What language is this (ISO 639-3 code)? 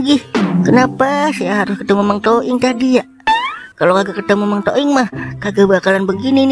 bew